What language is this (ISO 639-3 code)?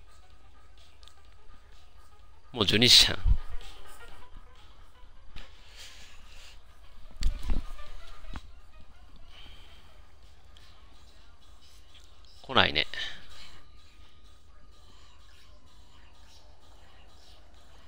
jpn